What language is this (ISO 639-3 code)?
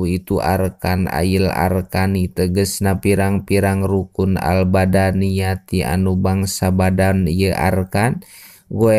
sun